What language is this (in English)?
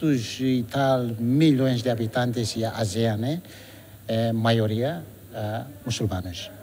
Tetum